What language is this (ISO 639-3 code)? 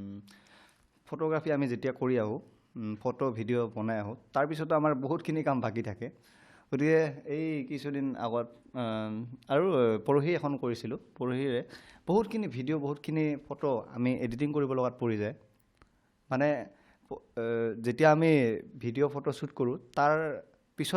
asm